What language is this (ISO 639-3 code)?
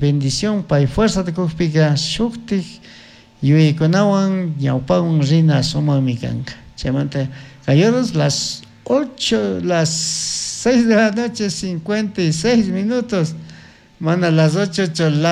qug